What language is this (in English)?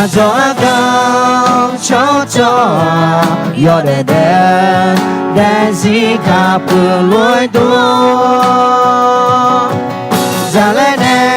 Akha